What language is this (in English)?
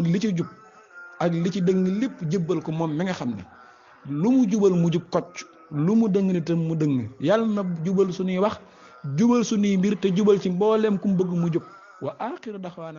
Wolof